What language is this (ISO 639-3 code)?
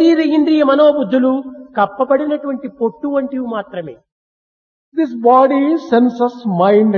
tel